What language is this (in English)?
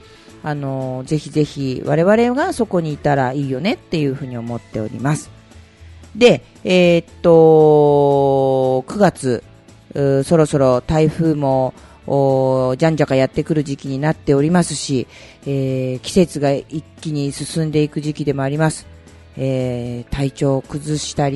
Japanese